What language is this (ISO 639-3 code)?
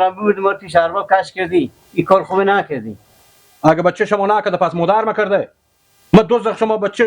fas